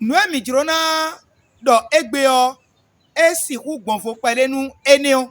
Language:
Fon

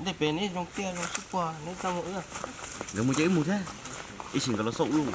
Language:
Hmong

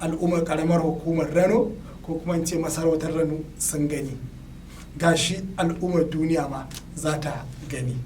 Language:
Hausa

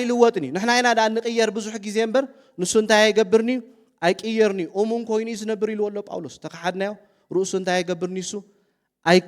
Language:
Tigrinya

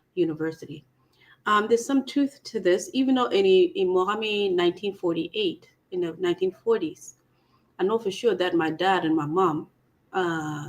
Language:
Acoli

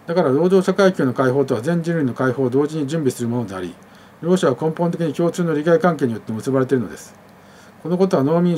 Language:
Japanese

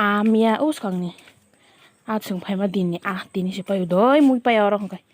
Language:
Kok Borok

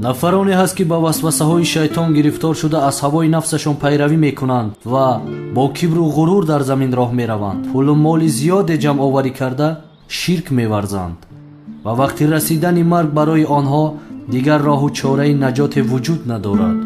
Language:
Tajik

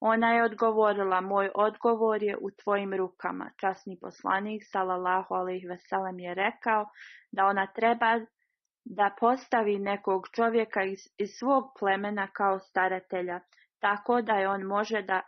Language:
Bosnian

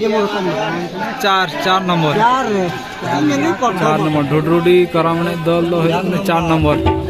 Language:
Santali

